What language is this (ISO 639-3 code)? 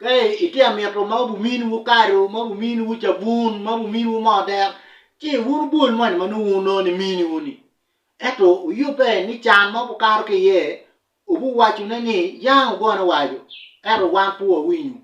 ach